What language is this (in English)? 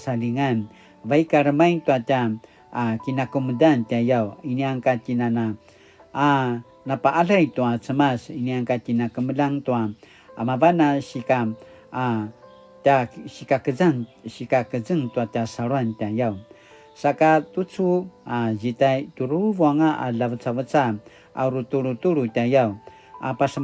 Paiwan